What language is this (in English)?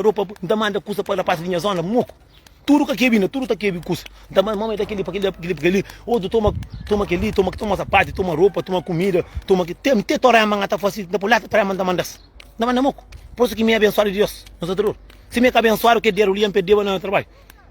Kabuverdianu